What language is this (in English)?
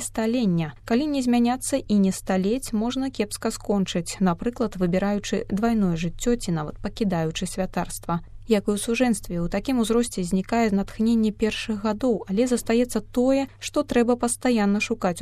Belarusian